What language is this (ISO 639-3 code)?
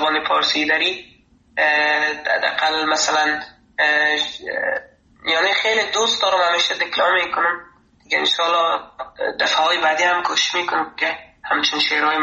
fas